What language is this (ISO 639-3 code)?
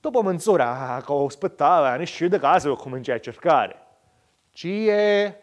scn